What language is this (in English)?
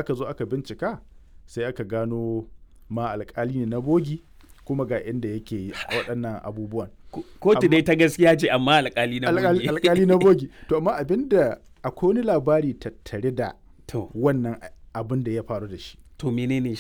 Hausa